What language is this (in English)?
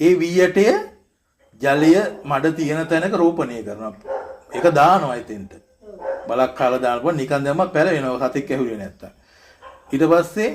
Sinhala